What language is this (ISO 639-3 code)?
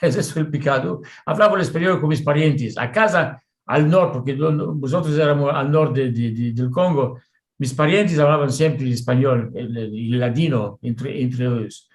lad